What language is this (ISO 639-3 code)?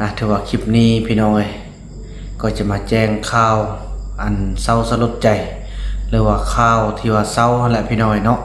lao